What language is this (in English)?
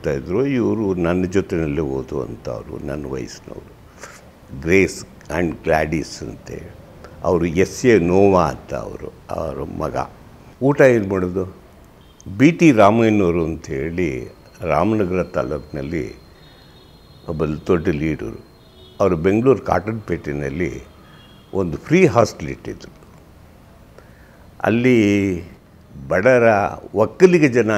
Kannada